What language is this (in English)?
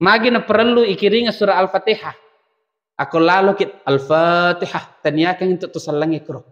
Buginese